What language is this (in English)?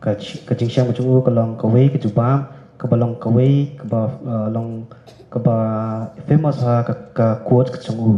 Khasi